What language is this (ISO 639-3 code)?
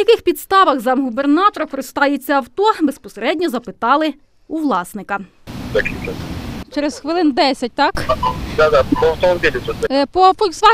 ukr